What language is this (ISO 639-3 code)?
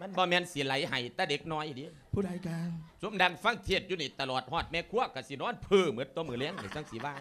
lao